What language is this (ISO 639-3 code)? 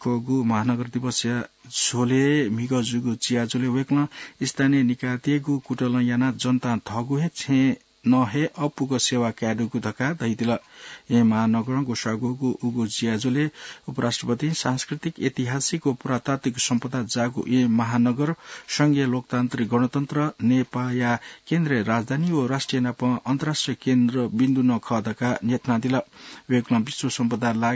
new